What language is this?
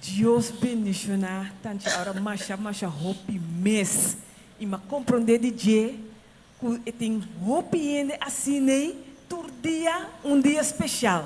Papiamento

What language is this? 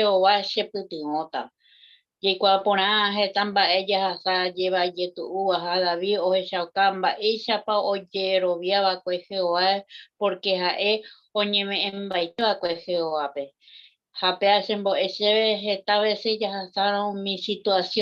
Guarani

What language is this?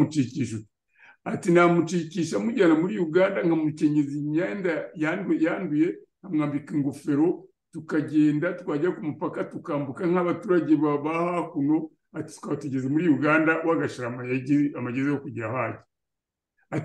Kinyarwanda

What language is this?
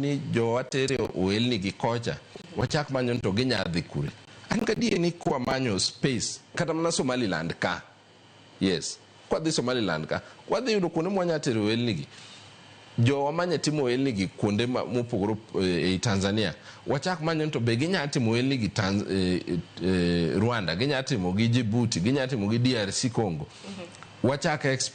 Luo (Kenya and Tanzania)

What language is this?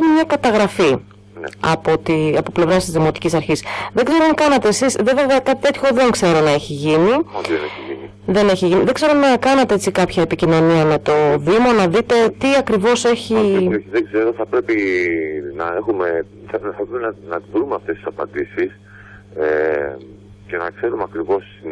Greek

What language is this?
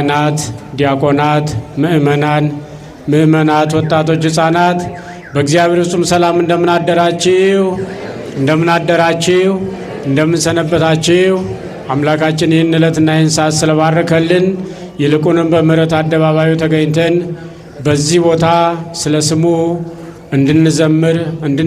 Amharic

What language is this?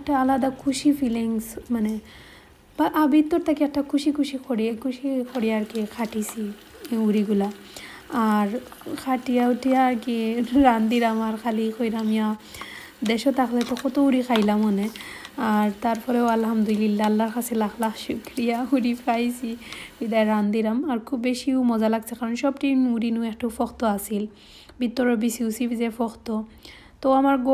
Sylheti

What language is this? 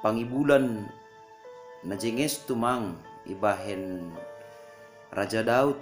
Batak Simalungun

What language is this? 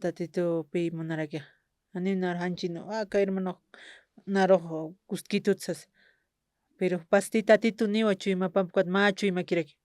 Aymara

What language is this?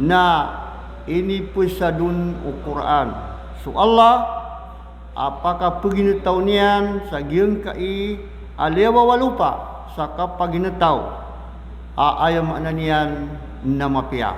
Maranao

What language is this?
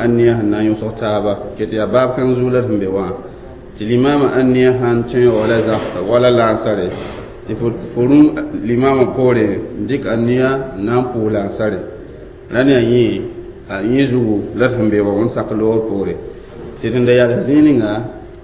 Mossi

